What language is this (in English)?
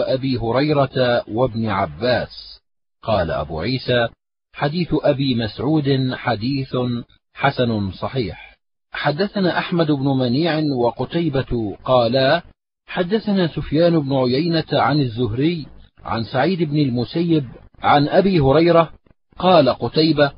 Arabic